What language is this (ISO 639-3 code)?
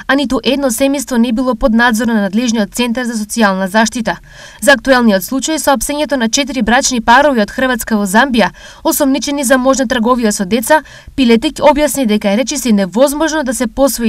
mkd